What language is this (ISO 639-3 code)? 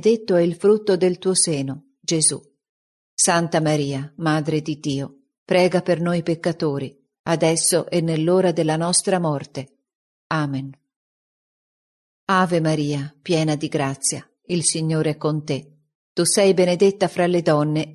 ita